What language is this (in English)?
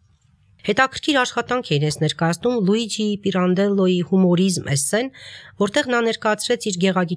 Armenian